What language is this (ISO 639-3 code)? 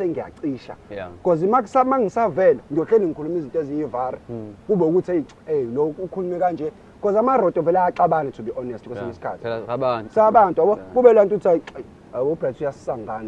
zul